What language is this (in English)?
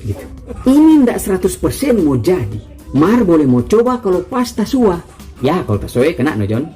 Manado Malay